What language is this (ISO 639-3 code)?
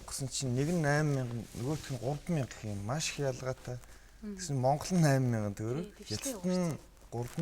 mon